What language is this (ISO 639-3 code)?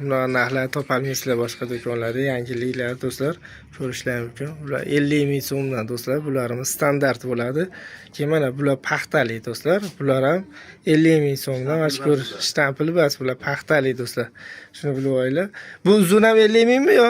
uzb